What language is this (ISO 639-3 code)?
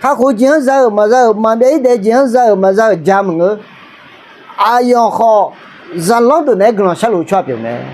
ahk